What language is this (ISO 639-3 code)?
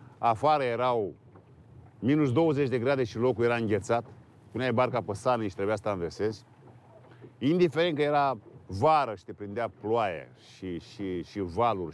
ron